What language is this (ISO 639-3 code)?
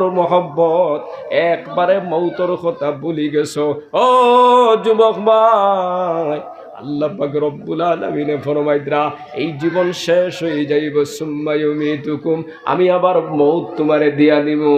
syl